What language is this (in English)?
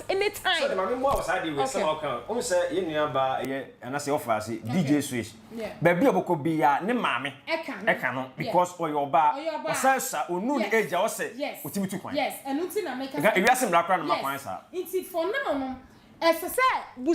Akan